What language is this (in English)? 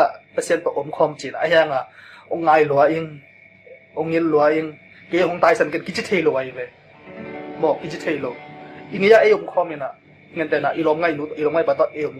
Tedim Chin